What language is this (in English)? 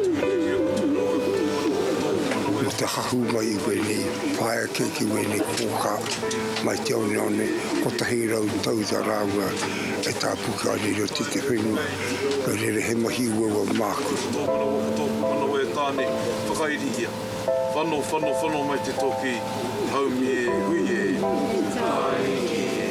Māori